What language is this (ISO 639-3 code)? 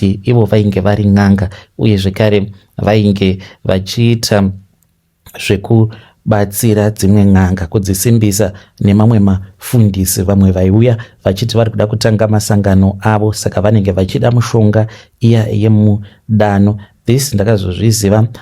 sna